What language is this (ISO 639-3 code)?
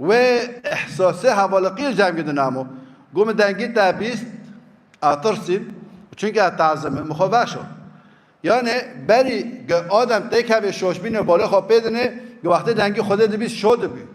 kur